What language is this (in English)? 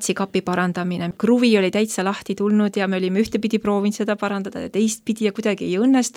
Estonian